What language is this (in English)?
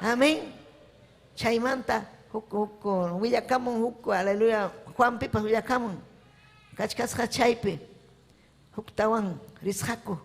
Ayacucho Quechua